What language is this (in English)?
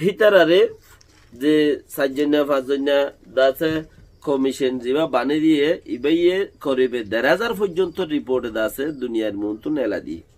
Rohingya